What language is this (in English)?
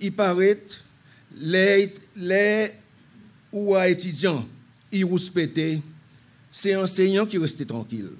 Seselwa Creole French